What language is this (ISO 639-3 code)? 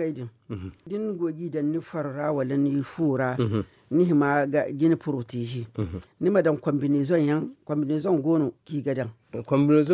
dje